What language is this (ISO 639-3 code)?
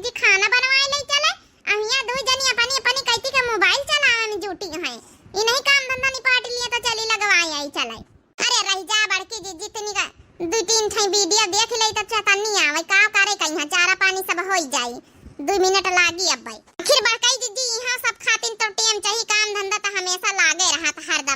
awa